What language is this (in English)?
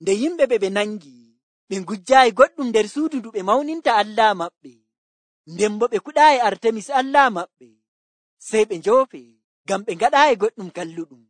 Nigerian Fulfulde